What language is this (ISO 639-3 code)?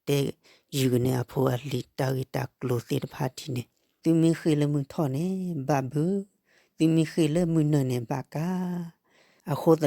ksw